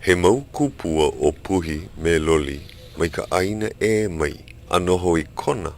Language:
Hawaiian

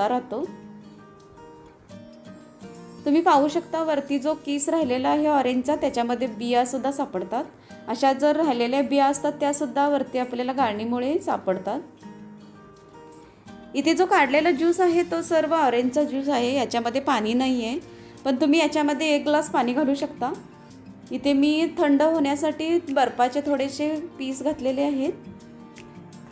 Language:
Marathi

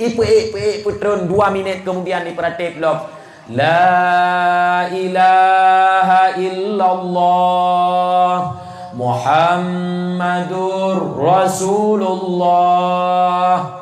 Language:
Achinese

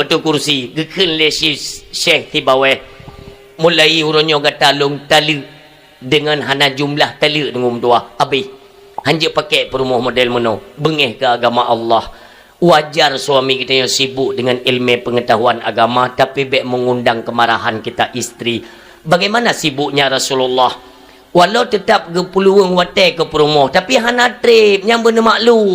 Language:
Achinese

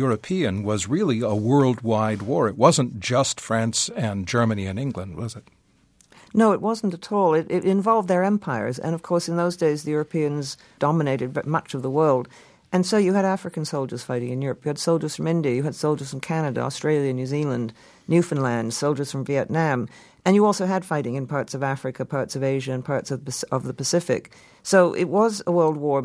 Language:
English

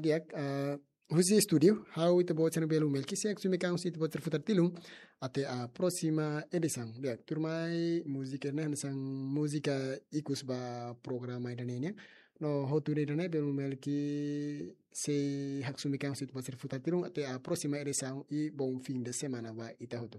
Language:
Tetum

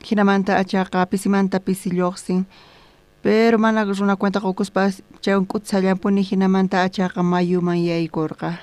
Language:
South Bolivian Quechua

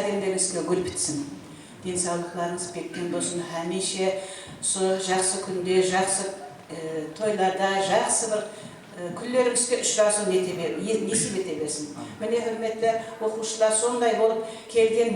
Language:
Kara-Kalpak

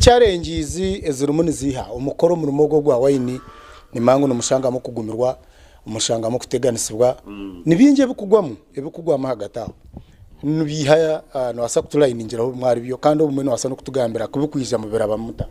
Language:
Nyankole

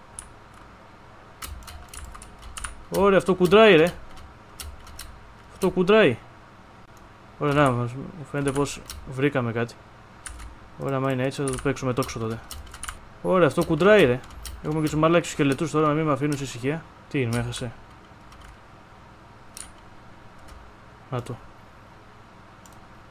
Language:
Greek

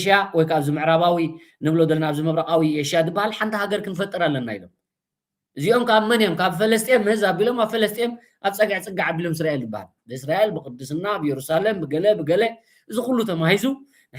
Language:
Tigrinya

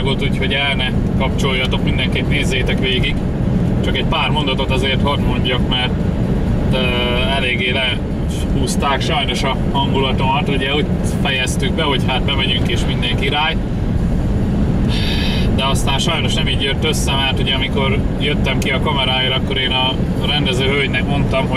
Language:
Hungarian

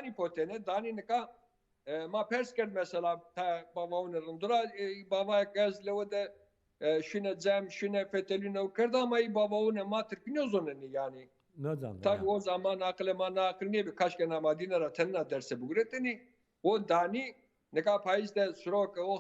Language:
Zaza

